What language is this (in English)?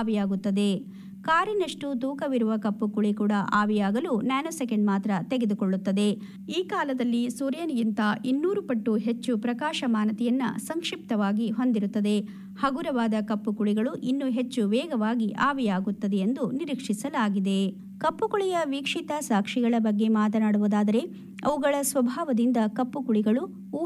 Kannada